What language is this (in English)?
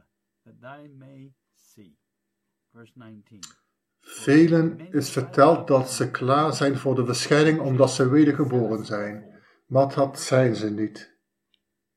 Dutch